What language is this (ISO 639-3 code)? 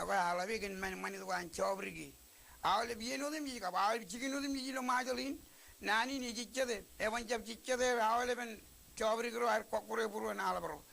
mah